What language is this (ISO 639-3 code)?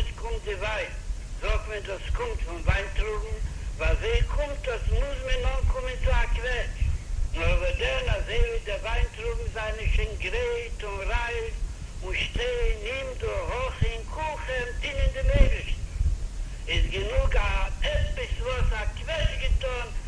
yid